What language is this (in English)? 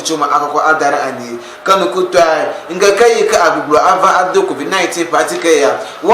Ewe